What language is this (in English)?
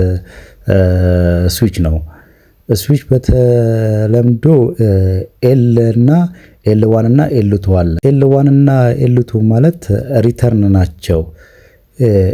Amharic